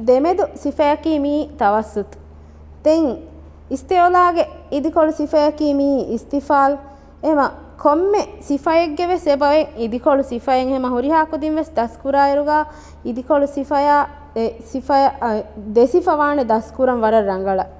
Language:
Divehi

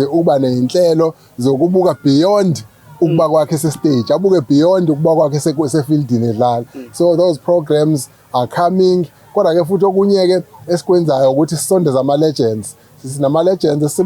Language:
Zulu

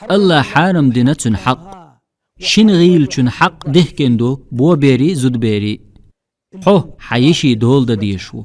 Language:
Chechen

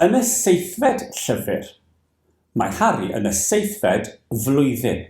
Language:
Welsh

